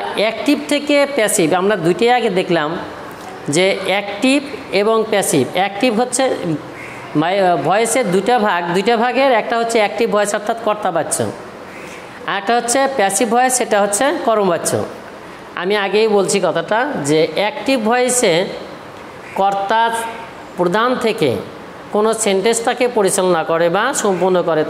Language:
Bangla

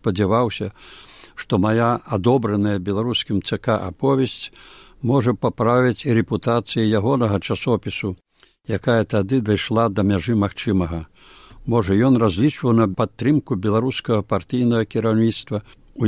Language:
Belarusian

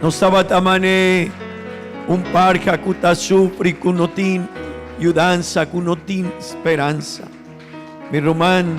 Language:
Papiamento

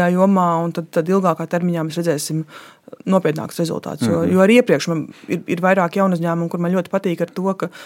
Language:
Latvian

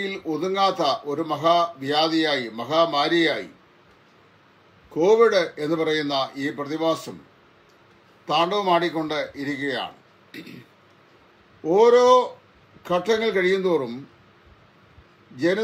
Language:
Malayalam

